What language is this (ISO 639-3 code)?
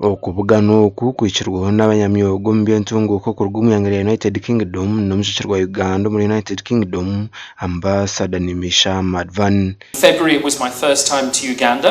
nyn